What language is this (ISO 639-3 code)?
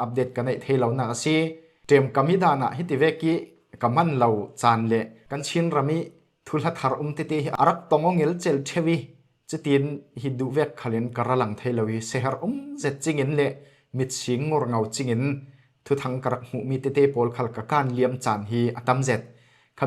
cfm